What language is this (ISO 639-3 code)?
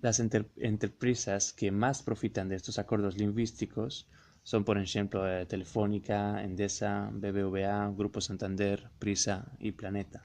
lad